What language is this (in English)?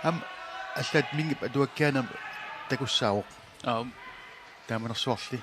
Kalaallisut